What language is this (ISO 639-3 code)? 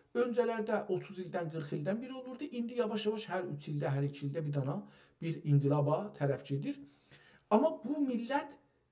azb